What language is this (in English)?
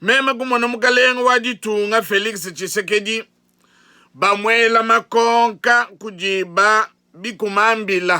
Luba-Lulua